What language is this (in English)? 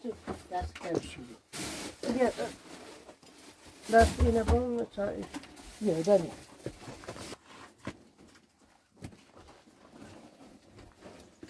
Persian